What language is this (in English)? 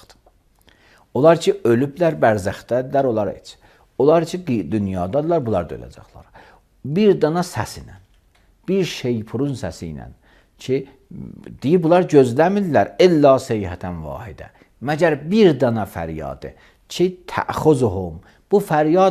Azerbaijani